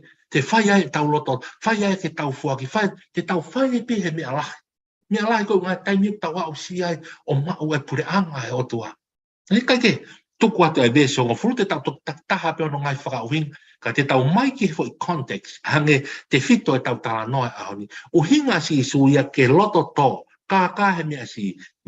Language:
Tongan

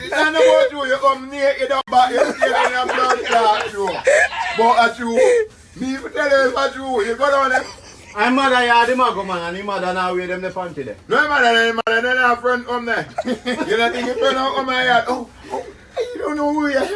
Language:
Jamaican Creole English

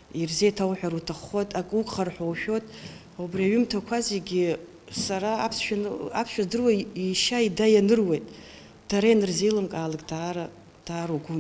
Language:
Abkhazian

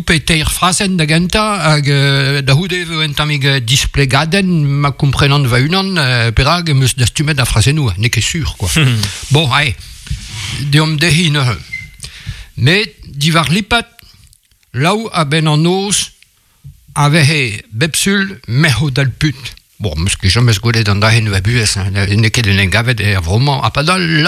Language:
Breton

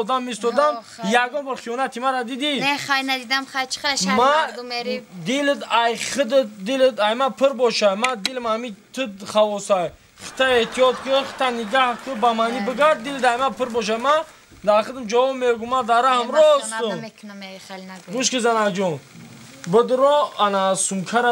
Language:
Tajik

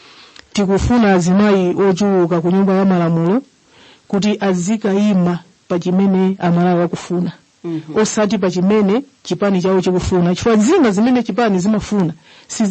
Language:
Nyanja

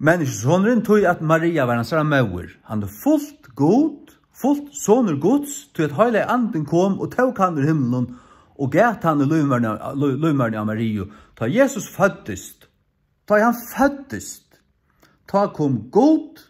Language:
Faroese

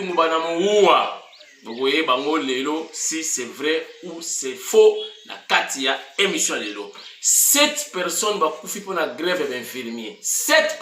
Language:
Lingala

